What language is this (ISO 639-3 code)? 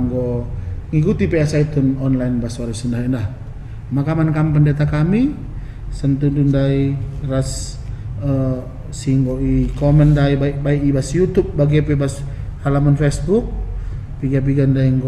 btx